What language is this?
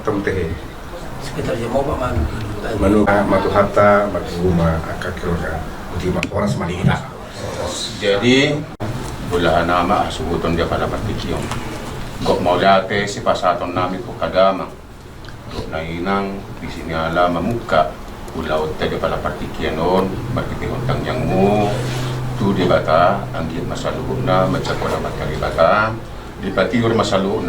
Batak Toba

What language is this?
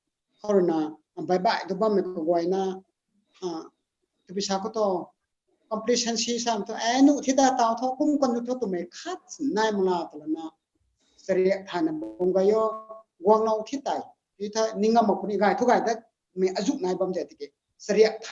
Rongmei Naga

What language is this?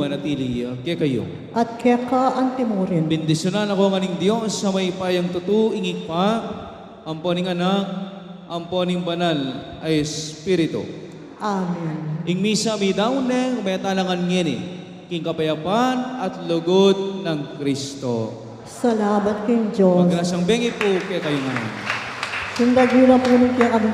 Pampanga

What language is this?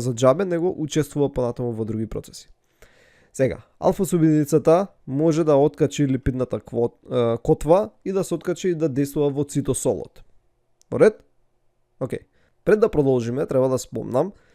Macedonian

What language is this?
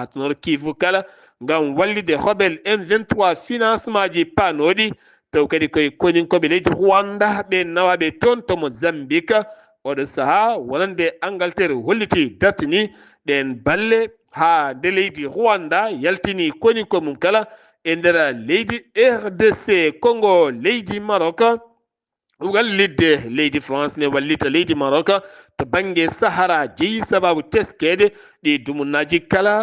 Fula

